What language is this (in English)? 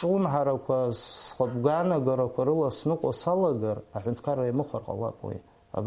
Abkhazian